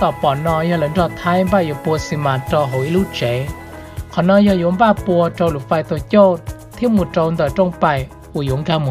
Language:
Hmong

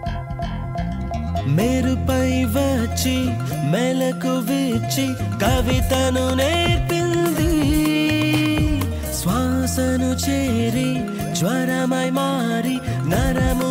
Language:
Telugu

